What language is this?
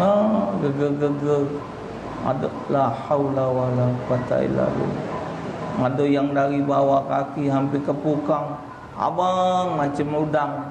Musi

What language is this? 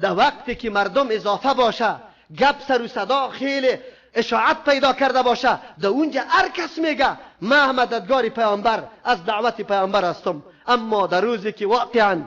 Persian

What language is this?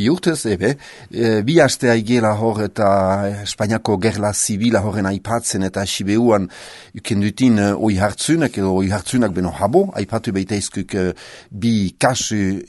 Basque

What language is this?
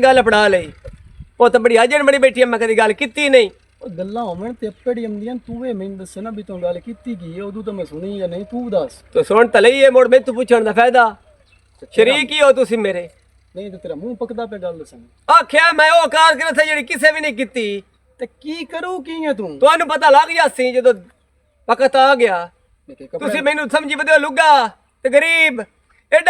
Western Panjabi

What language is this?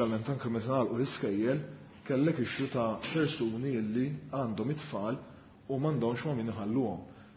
Maltese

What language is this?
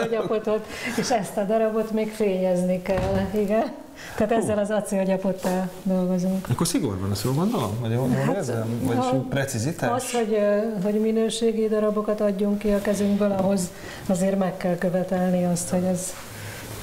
Hungarian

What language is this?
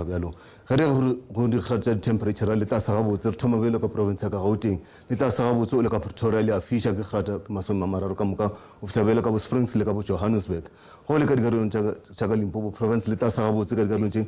Northern Sotho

